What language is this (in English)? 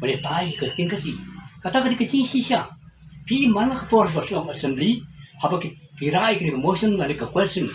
Khasi